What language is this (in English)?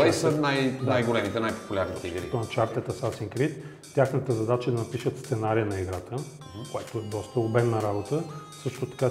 Bulgarian